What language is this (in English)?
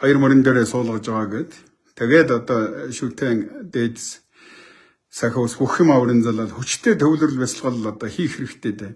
Mongolian